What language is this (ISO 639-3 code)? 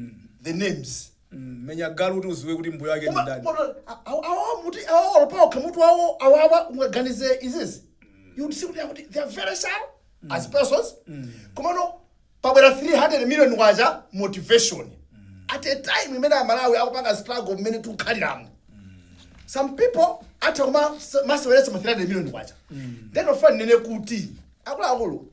nya